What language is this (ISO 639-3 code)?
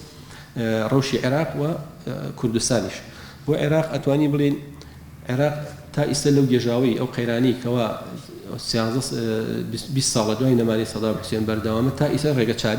ckb